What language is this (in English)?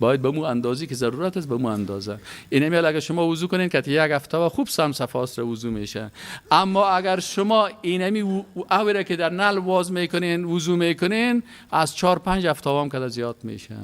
Persian